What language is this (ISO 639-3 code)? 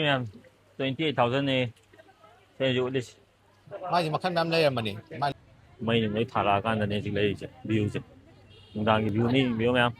mni